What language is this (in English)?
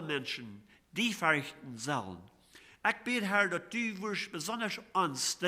Plautdietsch